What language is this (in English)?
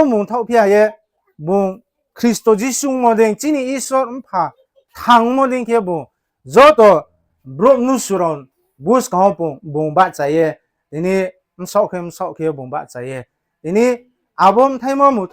Riang (India)